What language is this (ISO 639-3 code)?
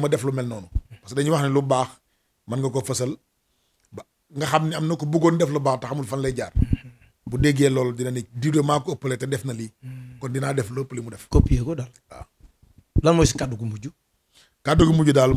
wol